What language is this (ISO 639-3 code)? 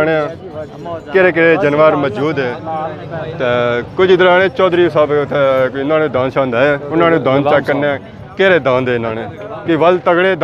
phr